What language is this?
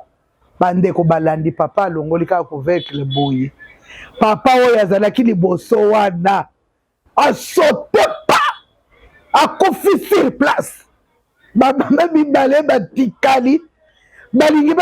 Lingala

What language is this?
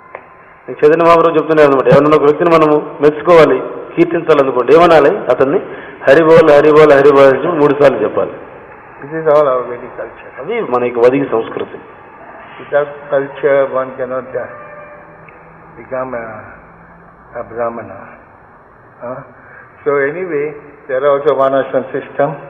Telugu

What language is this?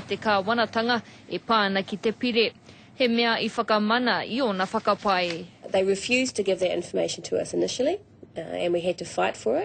Māori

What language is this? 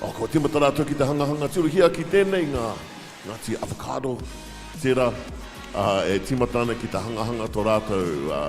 Māori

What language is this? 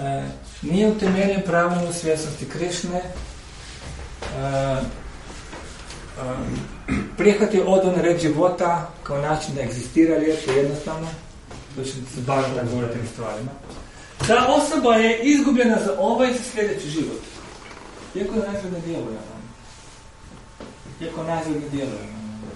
Croatian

